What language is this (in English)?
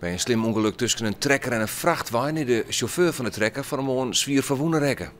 Western Frisian